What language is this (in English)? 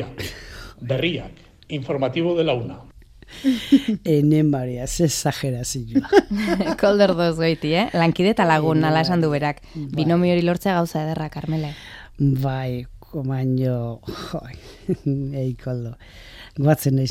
Basque